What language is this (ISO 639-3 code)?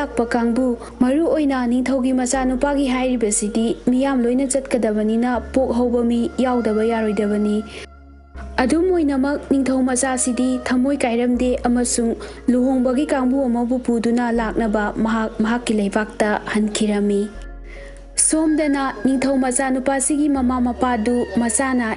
mni